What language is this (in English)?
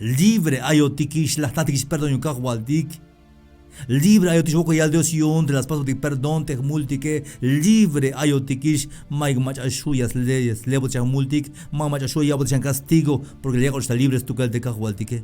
Tzeltal